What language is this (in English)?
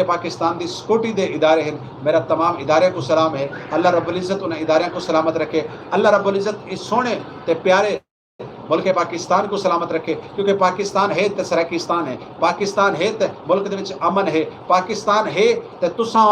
Saraiki